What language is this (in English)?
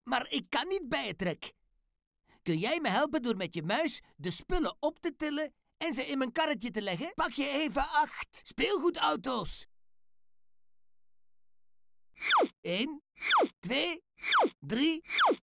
Dutch